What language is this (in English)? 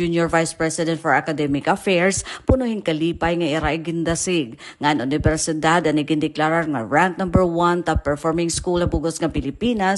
Waray